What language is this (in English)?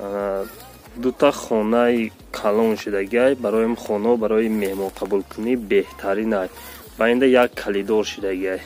Tajik